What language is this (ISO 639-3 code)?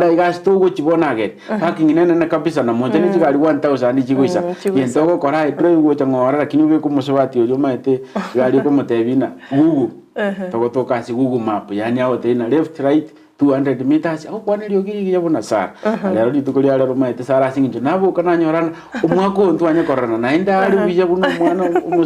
guz